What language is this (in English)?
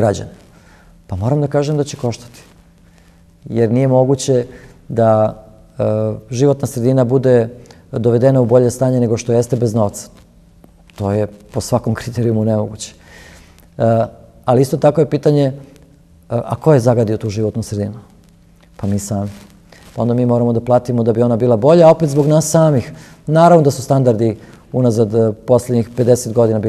Serbian